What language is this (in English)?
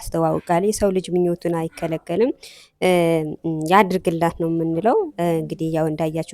Amharic